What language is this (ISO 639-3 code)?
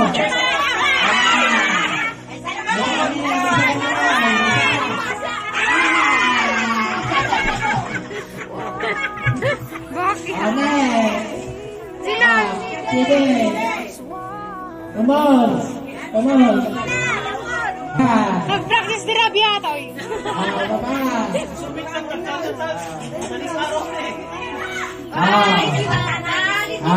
fil